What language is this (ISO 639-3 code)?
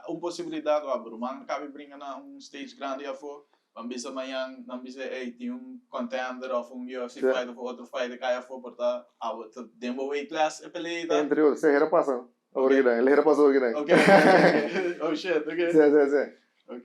pap